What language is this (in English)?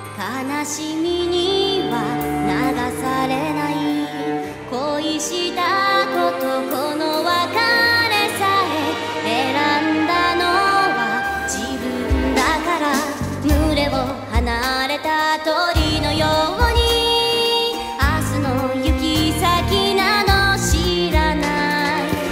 Japanese